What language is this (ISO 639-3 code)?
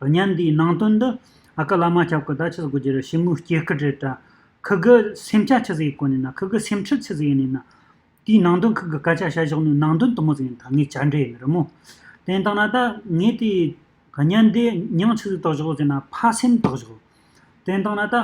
bod